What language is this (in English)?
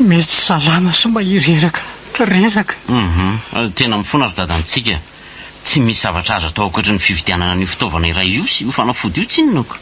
Malagasy